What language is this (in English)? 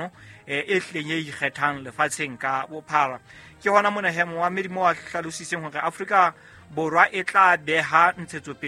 Southern Sotho